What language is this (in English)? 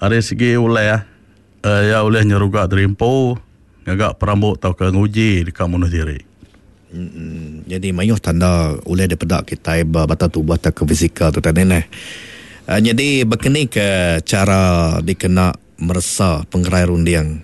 Iban